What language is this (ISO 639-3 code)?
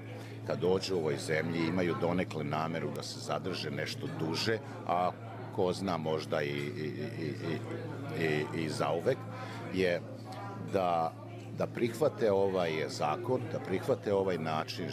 srp